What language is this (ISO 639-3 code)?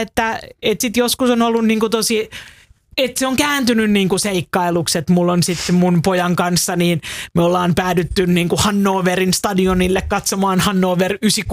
fin